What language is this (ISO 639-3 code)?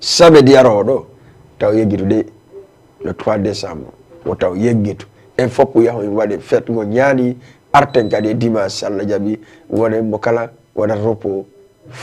ful